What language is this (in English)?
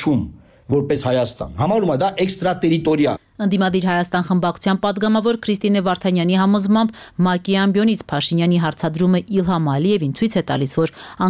Armenian